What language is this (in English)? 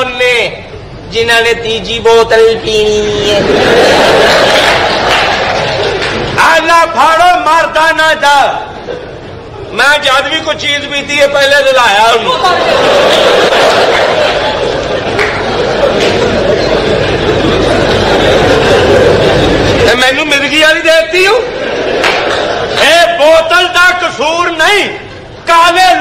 Punjabi